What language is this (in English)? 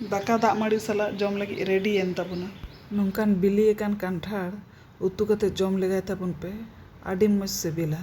Santali